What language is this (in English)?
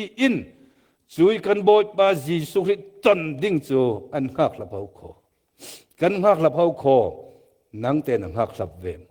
Falam Chin